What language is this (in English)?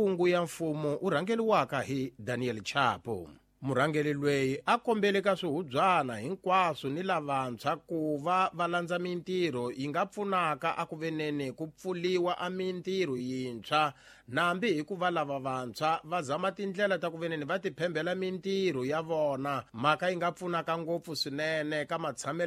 Tsonga